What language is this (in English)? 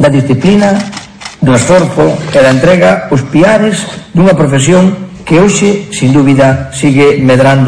Galician